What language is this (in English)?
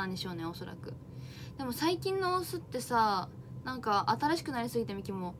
Japanese